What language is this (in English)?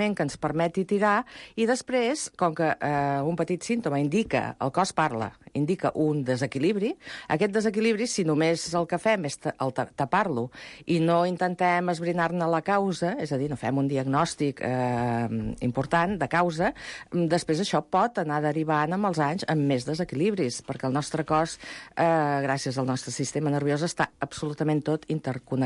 Catalan